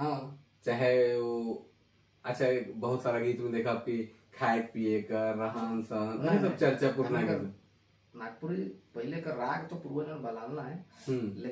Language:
Sadri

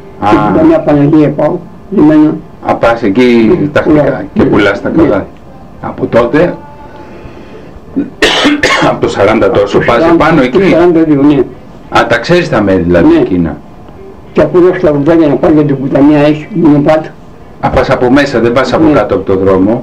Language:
Greek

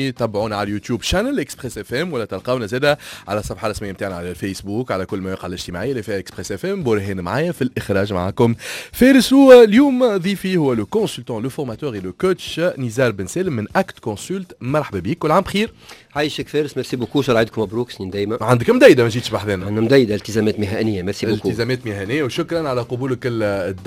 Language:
Tunisian Arabic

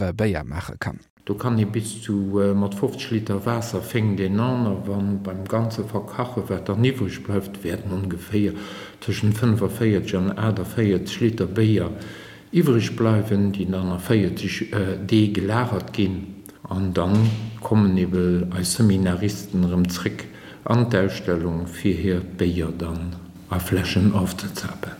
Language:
Luxembourgish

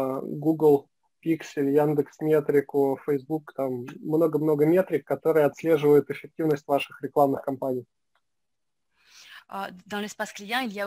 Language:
French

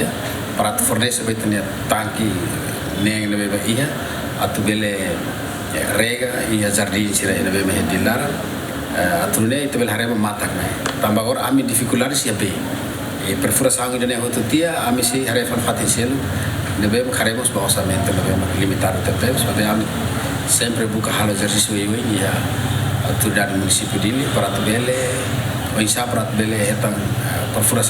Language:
Tetum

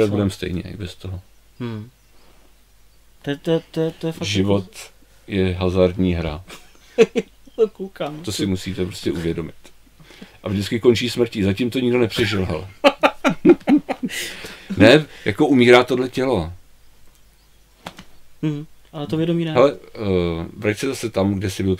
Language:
Czech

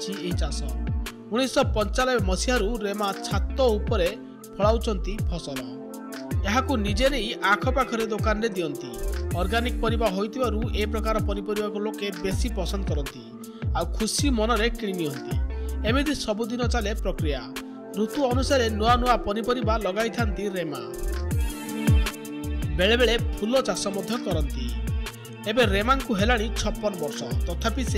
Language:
Odia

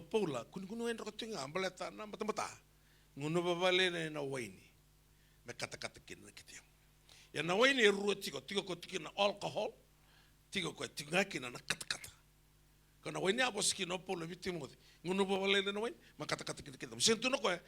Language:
Fijian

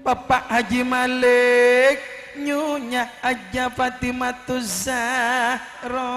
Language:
Madurese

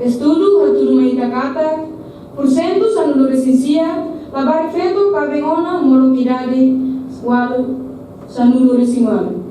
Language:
Tetum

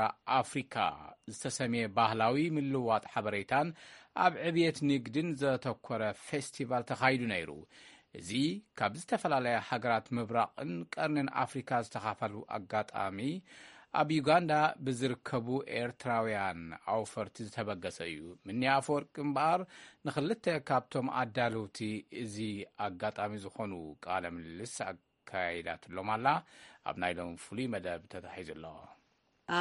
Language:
Tigrinya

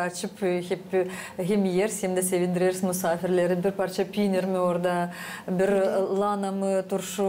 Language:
Gagauz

